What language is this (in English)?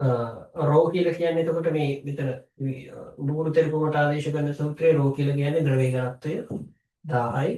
Sinhala